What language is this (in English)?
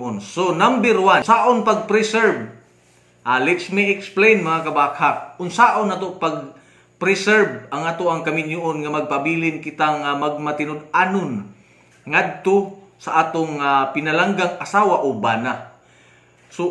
Cebuano